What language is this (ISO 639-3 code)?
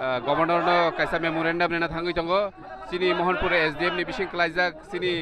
trp